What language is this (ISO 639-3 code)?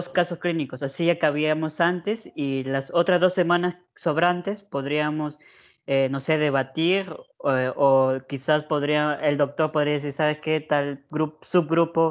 spa